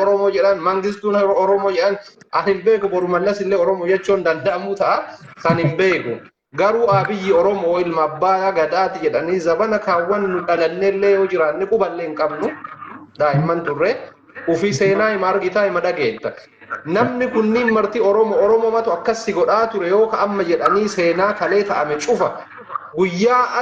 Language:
Oromo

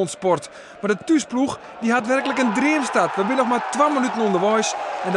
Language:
Western Frisian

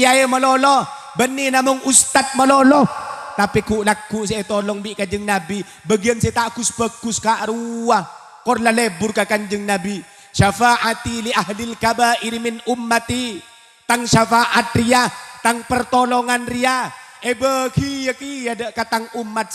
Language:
Madurese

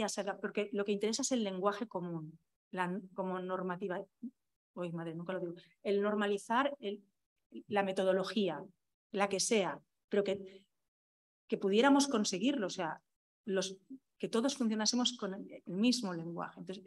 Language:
Spanish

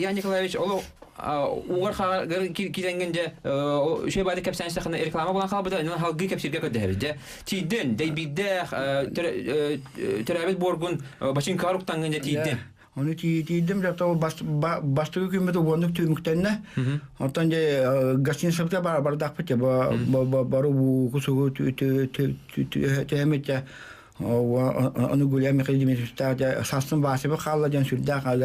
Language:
Yakut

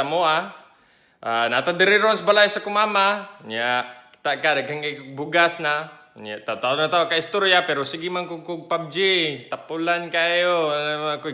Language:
Cebuano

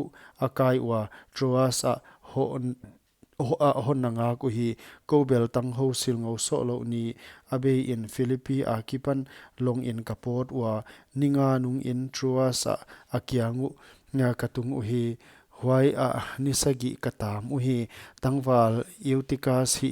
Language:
Paite Chin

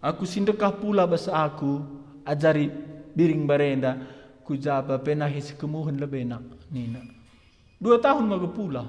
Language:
Batak Karo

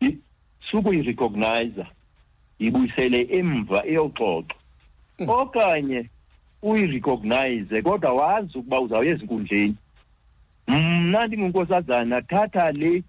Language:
Xhosa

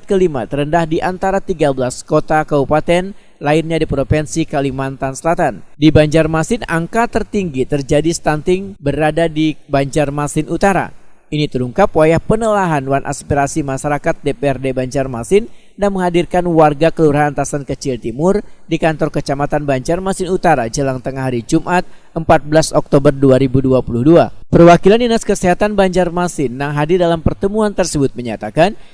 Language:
Banjar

